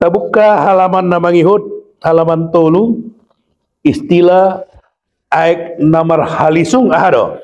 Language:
Batak Toba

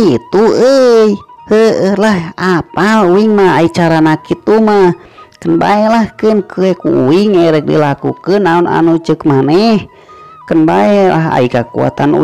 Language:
Sundanese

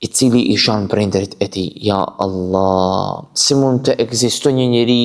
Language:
Albanian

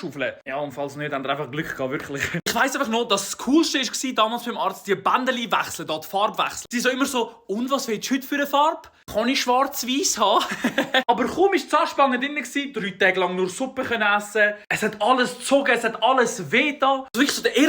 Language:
Swiss German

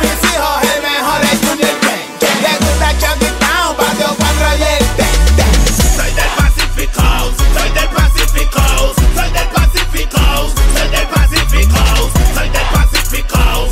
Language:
Spanish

